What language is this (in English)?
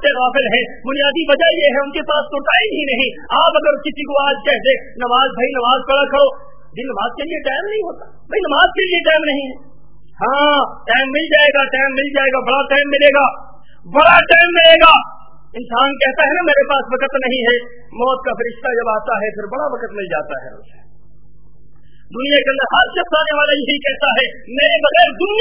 Urdu